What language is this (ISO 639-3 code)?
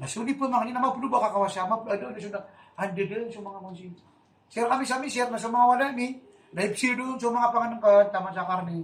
mrw